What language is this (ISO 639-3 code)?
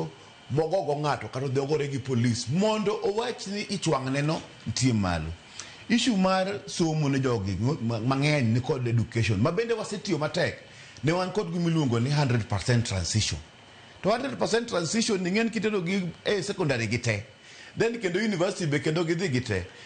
luo